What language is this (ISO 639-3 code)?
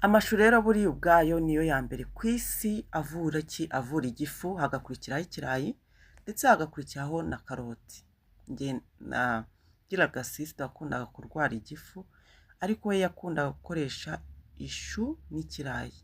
kin